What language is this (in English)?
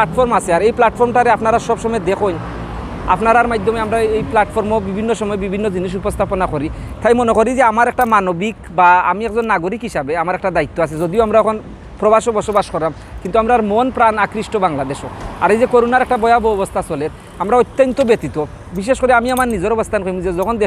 Sylheti